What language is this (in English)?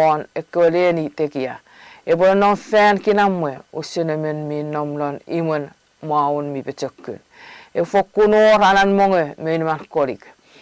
Chuukese